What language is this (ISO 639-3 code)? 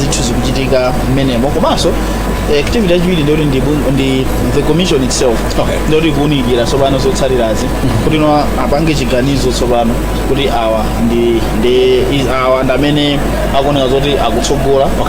nya